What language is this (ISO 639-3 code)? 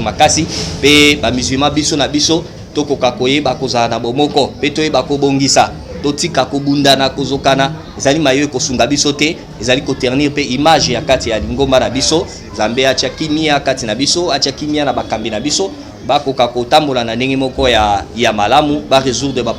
lin